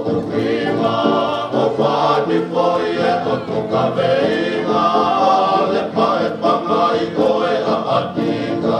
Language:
Tongan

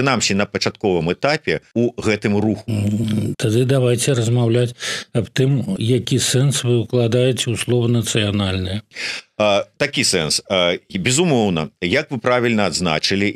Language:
Belarusian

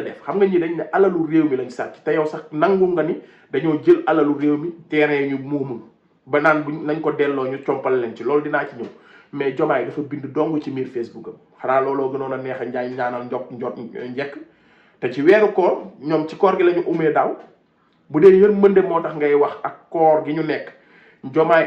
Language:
Wolof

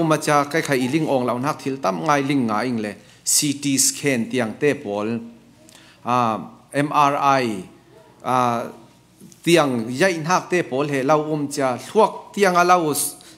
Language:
Falam Chin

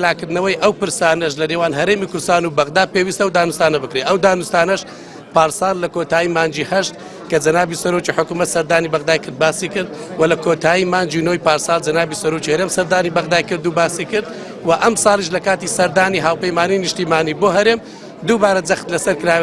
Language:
Central Kurdish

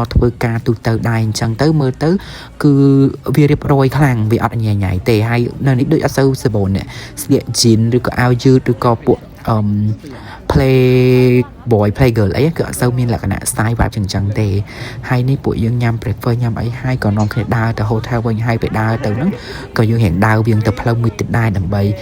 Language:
Khmer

